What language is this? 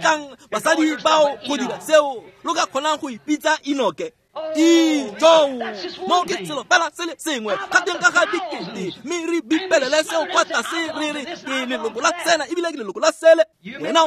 Tswana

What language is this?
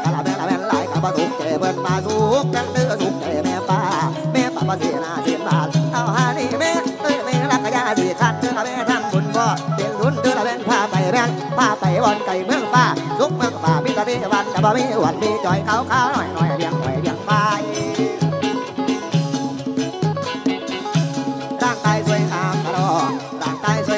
Northeastern Thai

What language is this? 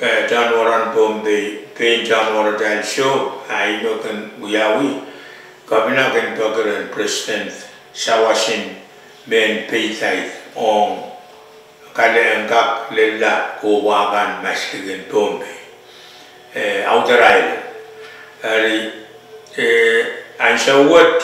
Pohnpeian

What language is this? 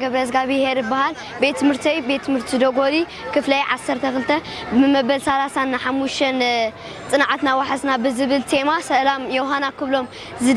Tigrinya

